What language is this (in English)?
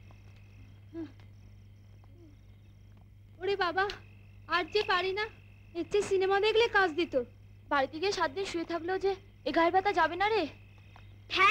Bangla